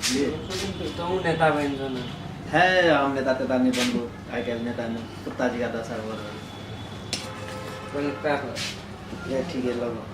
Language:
Maithili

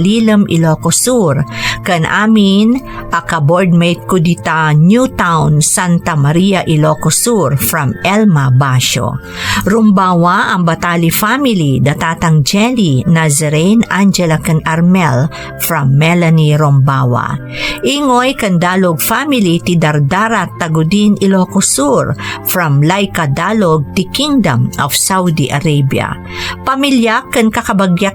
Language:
Iloko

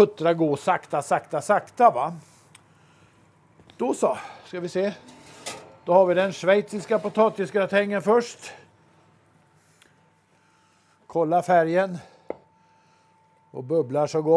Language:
Swedish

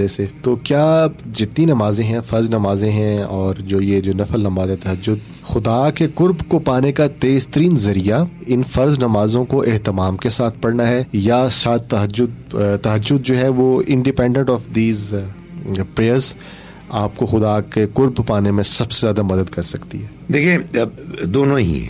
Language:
Urdu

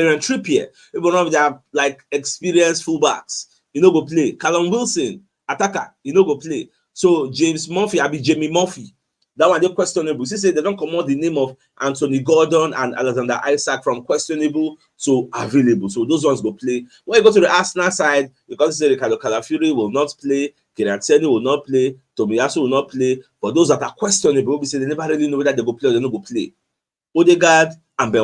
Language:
Nigerian Pidgin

